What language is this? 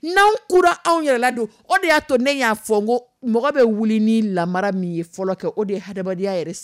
Dyula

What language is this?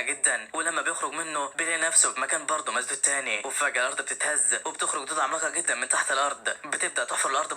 Egyptian Arabic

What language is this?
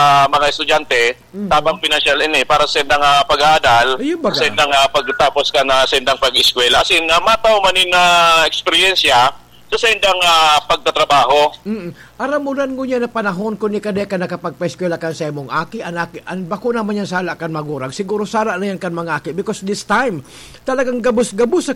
Bikol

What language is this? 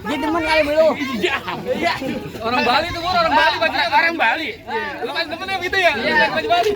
Betawi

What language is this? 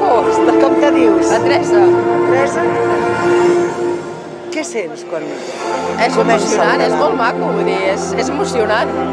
Catalan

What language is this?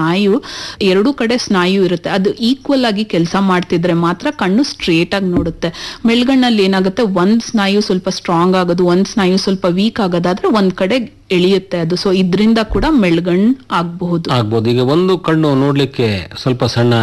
Kannada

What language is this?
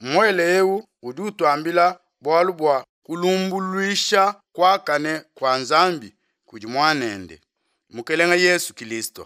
Luba-Lulua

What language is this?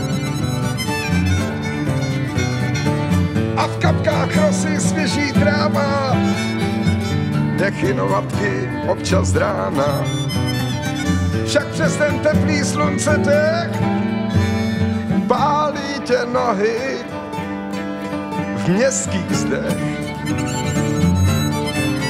Czech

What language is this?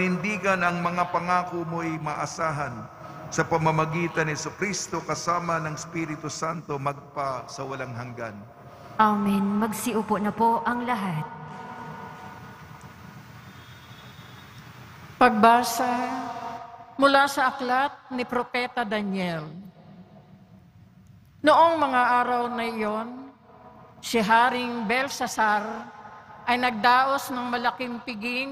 Filipino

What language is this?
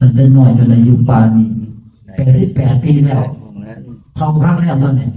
Lao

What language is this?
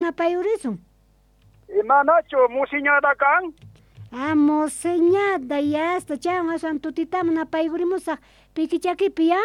South Bolivian Quechua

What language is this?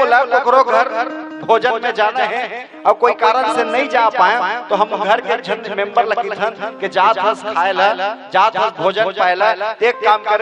Chhattisgarhi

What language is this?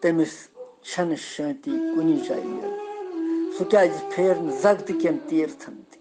Kashmiri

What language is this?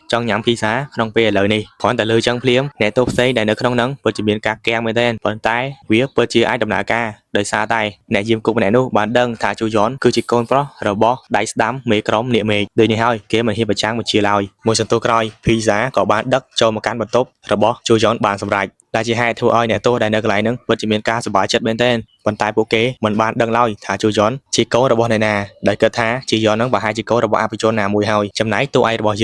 Khmer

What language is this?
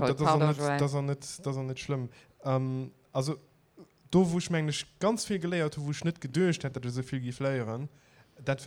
Luxembourgish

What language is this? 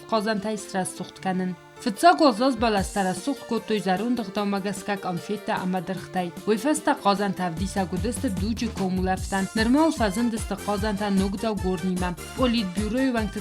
Ossetic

